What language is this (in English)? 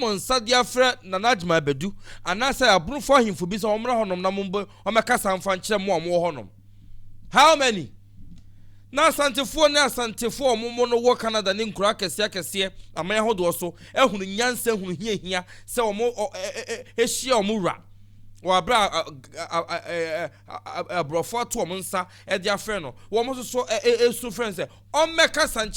Akan